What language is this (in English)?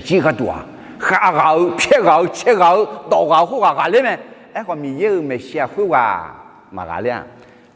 Akha